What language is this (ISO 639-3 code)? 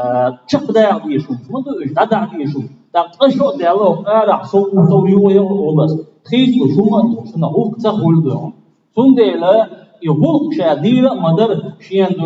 che